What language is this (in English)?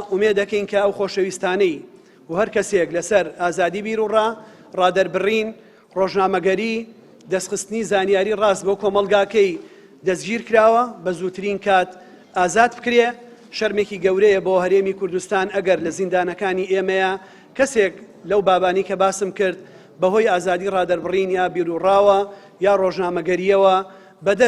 Central Kurdish